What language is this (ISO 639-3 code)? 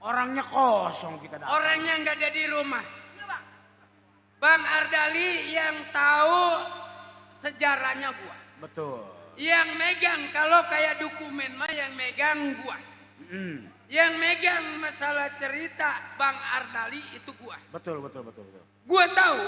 bew